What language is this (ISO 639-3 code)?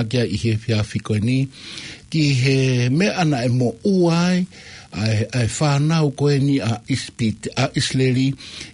ton